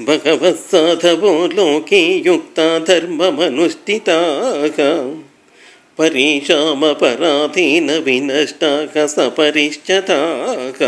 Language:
Sanskrit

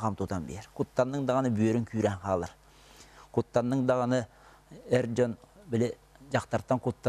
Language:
Yakut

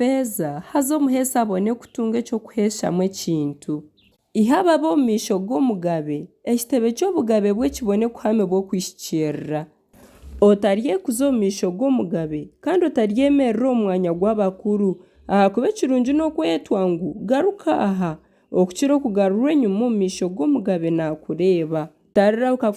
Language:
Nyankole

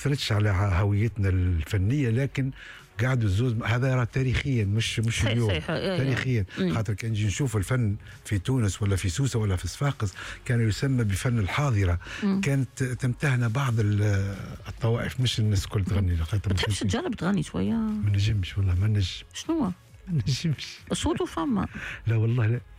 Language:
Tunisian Arabic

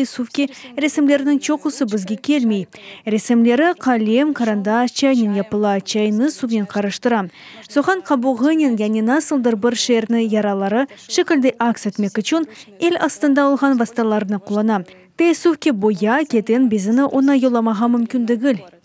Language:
Crimean Tatar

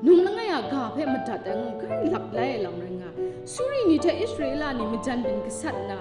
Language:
Kachin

